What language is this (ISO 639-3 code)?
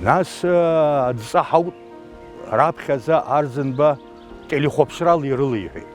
abk